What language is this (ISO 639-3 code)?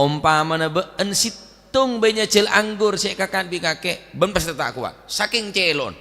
mad